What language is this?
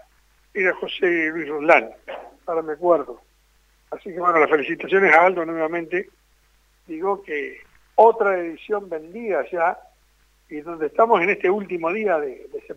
Spanish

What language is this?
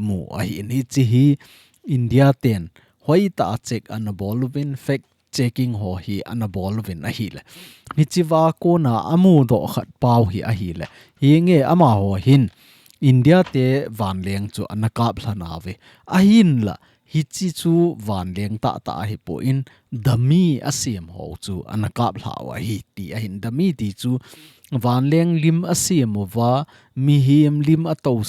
Thado Chin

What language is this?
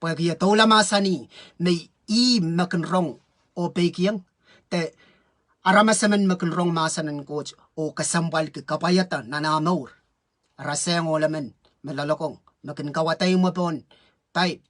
Pohnpeian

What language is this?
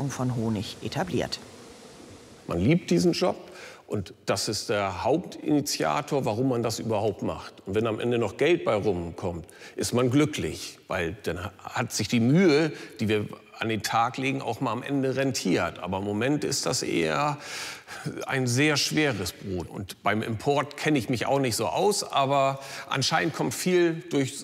German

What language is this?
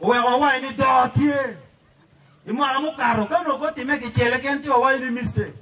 Acoli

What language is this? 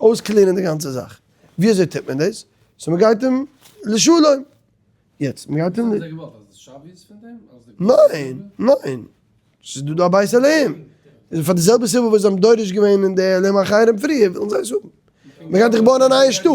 Yiddish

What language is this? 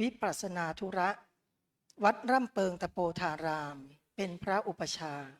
Pali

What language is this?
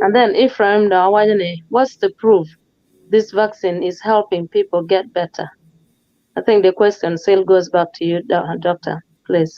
Acoli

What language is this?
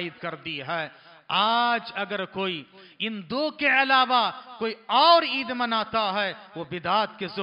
Urdu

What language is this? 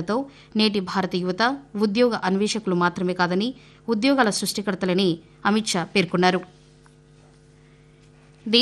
Telugu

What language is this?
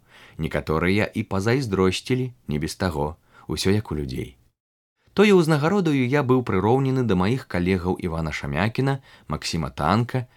Belarusian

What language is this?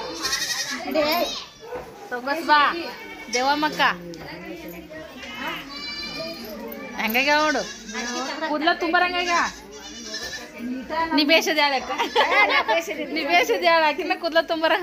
Kannada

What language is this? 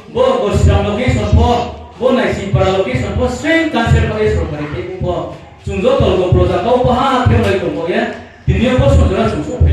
Riang (India)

